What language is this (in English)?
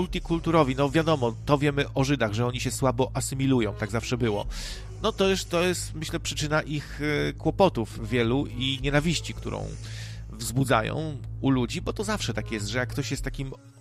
Polish